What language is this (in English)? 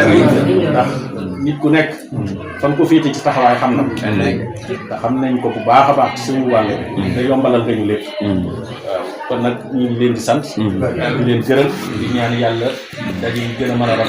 Wolof